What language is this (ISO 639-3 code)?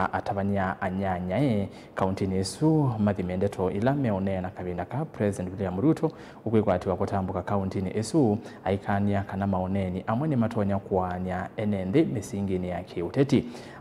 kam